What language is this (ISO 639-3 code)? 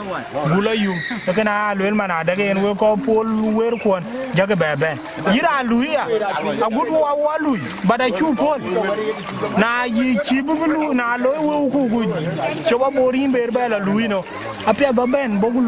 din